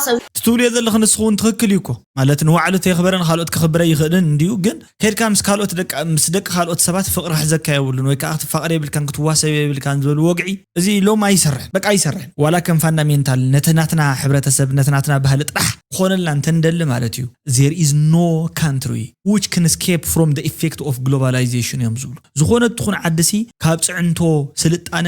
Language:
Tigrinya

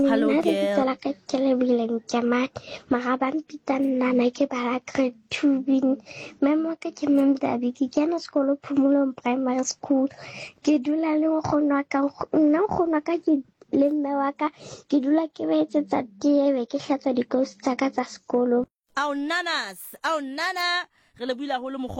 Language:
Southern Sotho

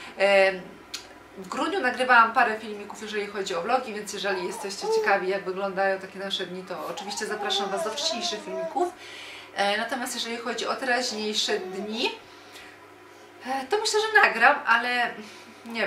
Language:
Polish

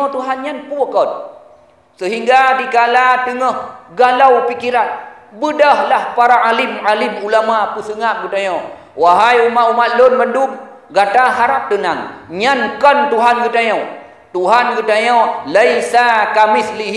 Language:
Achinese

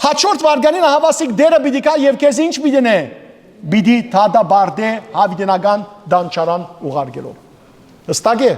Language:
Western Armenian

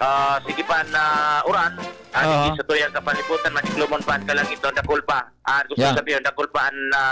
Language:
Bikol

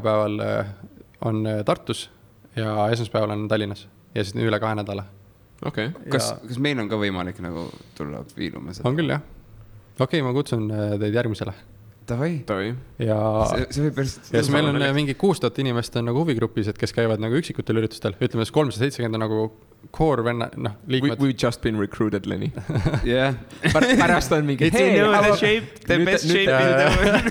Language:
Estonian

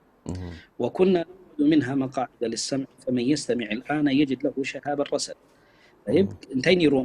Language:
Tigrinya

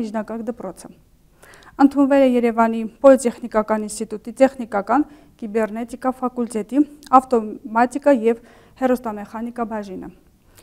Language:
Armenian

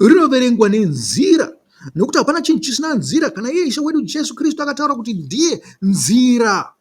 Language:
Shona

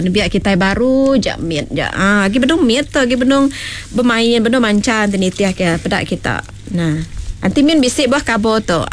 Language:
Iban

